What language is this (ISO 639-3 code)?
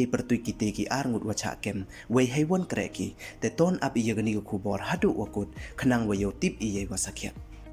pbv